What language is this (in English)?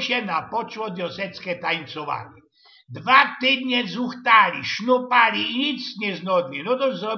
Silesian